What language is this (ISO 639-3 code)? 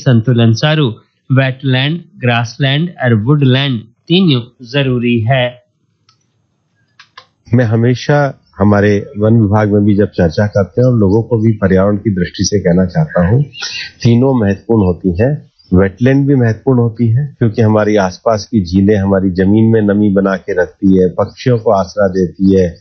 hin